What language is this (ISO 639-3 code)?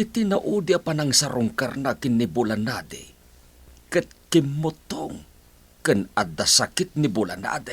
ilo